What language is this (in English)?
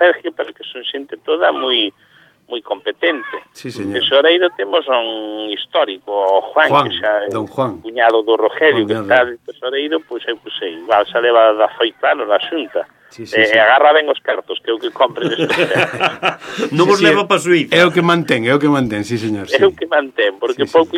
Galician